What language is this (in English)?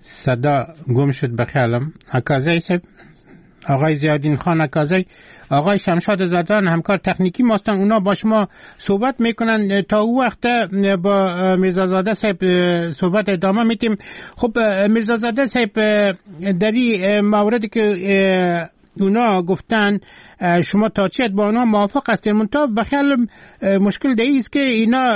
Persian